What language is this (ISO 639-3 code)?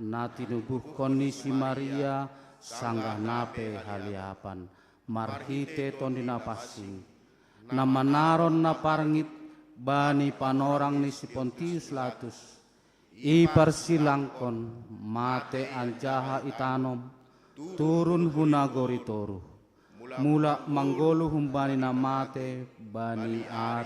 bts